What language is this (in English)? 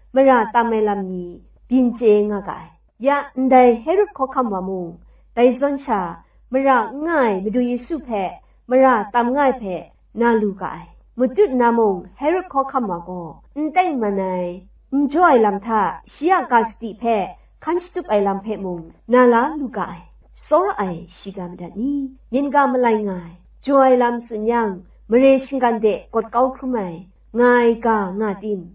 Kachin